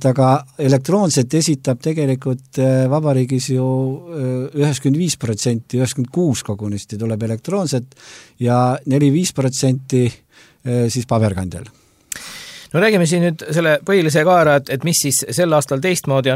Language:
Estonian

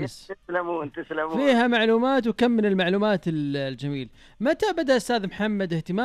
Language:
Najdi Arabic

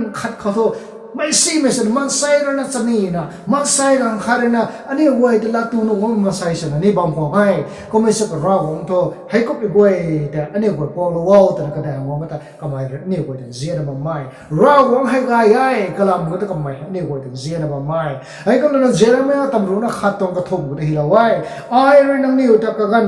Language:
Rongmei Naga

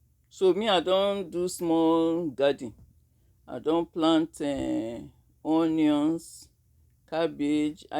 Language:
Nigerian Pidgin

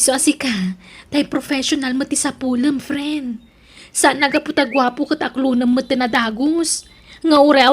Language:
Iloko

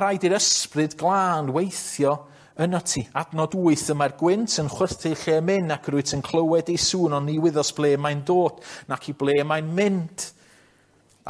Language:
Welsh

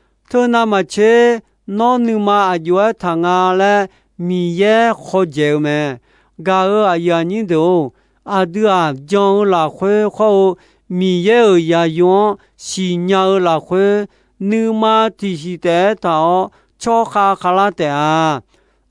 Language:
Akha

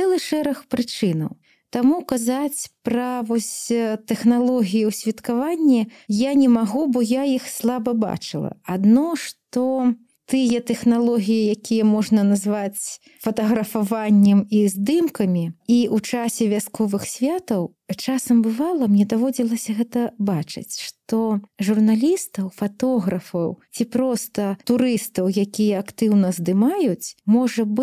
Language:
Belarusian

